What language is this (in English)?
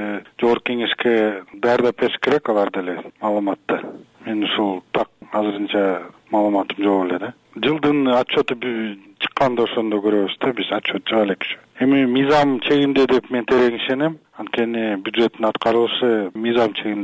Kyrgyz